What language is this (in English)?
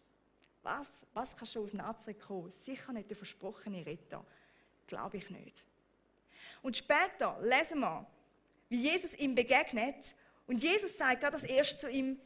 Swiss German